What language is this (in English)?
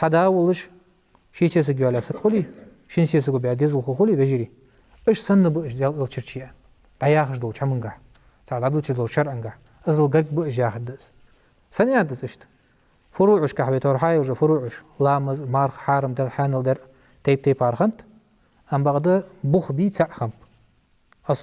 Ingush